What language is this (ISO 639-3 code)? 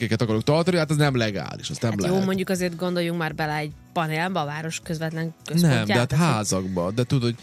hun